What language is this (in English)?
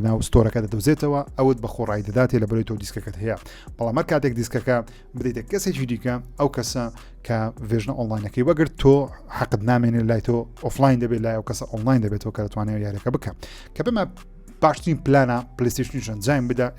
Central Kurdish